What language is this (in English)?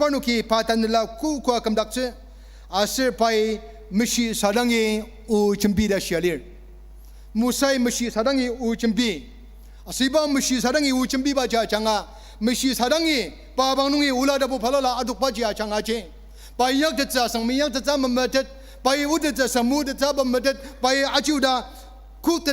Ao Naga